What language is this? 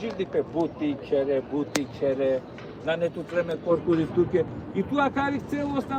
Balkan Romani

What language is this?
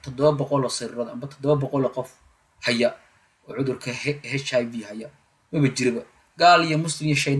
Somali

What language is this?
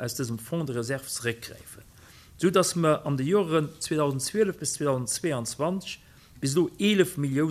Luxembourgish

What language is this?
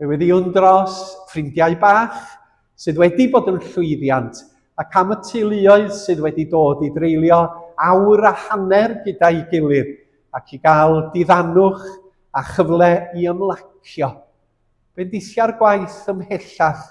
Welsh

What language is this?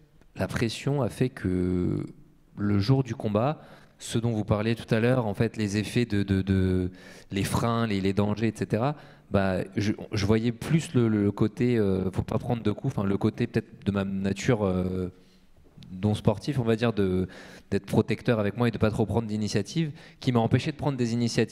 French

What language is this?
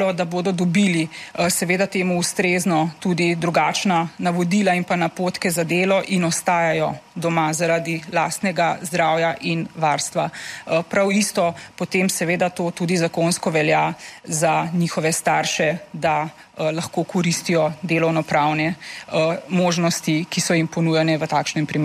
Slovenian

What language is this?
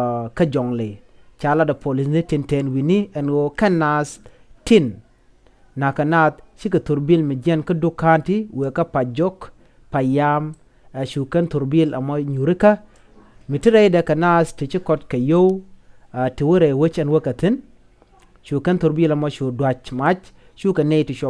Nuer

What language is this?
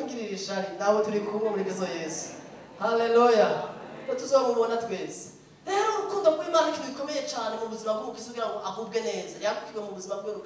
Rundi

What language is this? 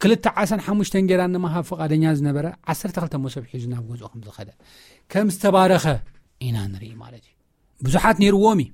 Tigrinya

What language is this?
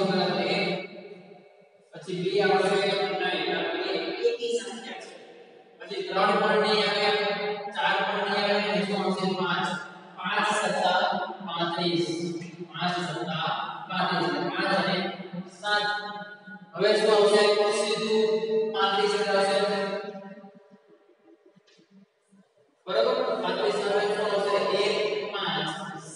Gujarati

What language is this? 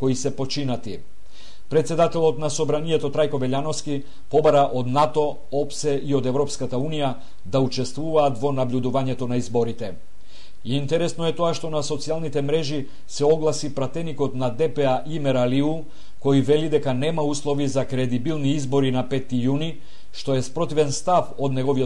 Macedonian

